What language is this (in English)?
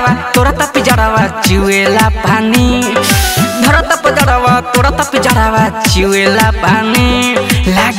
Bhojpuri